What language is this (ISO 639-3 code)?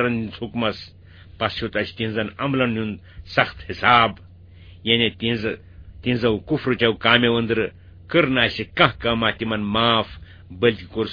kas